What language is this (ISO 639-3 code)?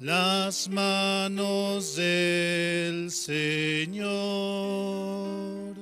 quh